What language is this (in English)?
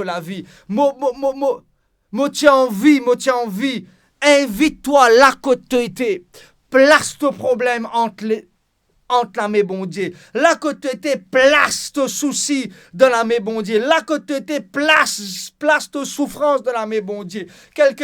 Morisyen